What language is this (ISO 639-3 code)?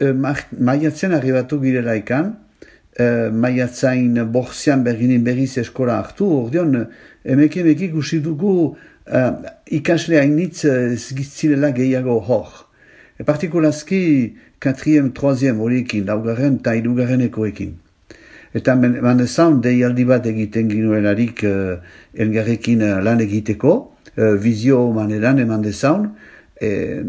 eus